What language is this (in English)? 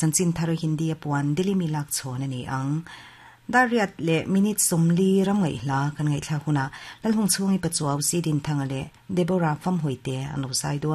Mizo